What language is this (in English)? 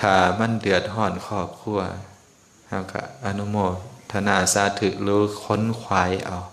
Lao